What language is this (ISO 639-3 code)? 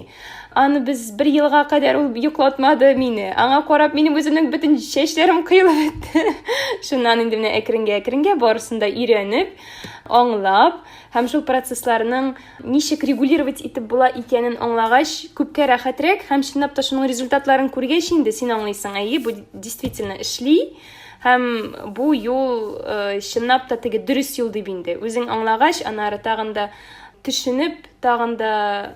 tat